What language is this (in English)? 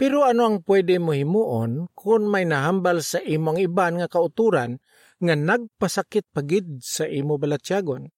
Hiligaynon